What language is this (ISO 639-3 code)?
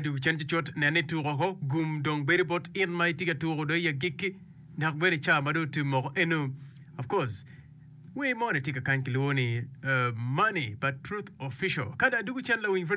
ach